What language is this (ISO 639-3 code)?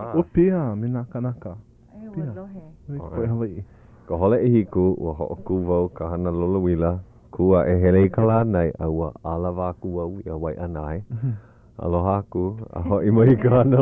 haw